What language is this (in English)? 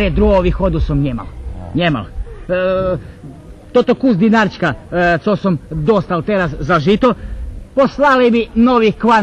Rusyn